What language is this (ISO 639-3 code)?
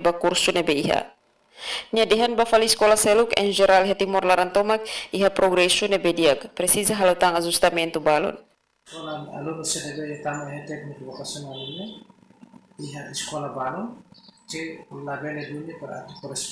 tet